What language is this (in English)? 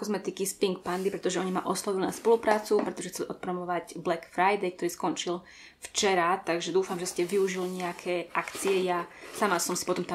Slovak